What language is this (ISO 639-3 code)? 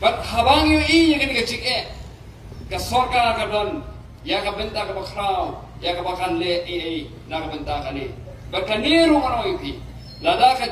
kha